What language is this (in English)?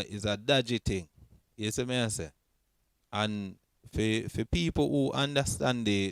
Jamaican Creole English